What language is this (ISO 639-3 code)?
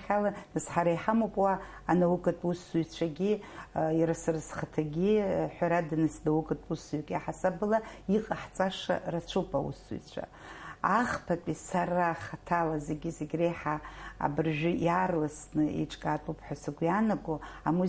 abk